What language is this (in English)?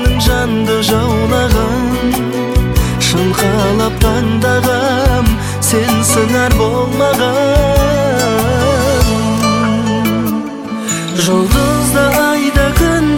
Kazakh